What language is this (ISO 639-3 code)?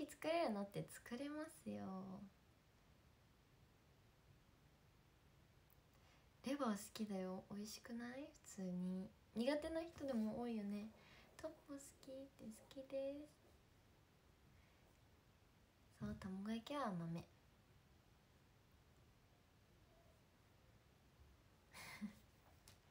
jpn